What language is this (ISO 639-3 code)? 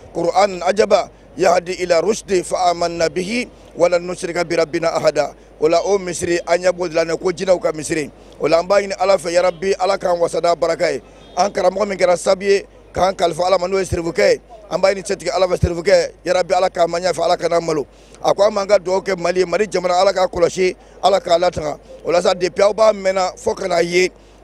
bam